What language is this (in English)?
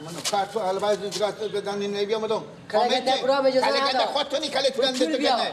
Persian